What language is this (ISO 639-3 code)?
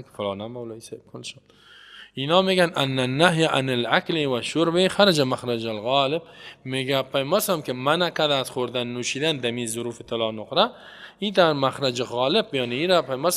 fas